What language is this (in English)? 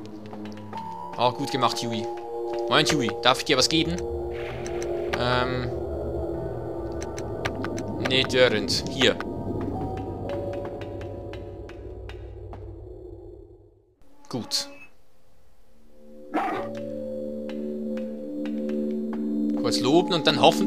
German